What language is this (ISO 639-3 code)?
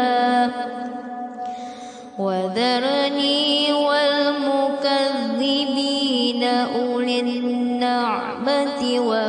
ara